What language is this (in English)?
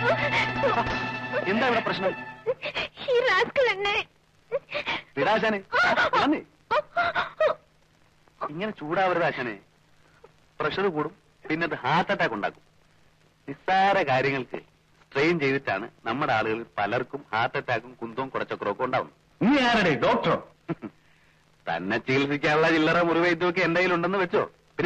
Malayalam